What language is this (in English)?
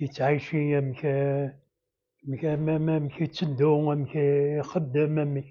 Kabyle